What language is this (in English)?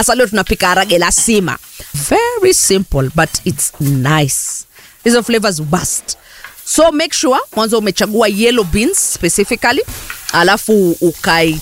Swahili